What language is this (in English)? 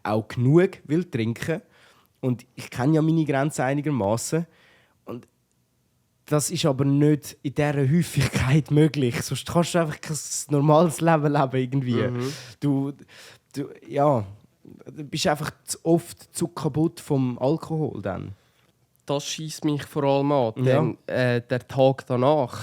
Swiss German